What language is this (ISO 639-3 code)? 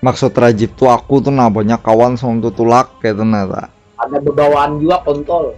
bjn